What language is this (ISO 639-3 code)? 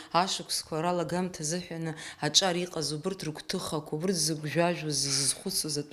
abk